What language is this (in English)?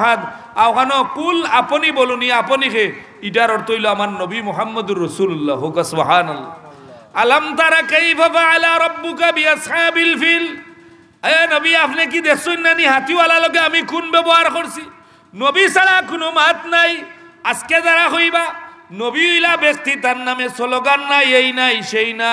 Sylheti